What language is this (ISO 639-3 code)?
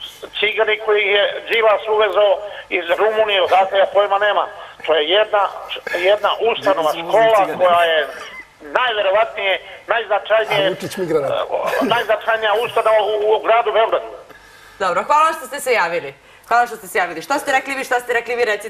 srp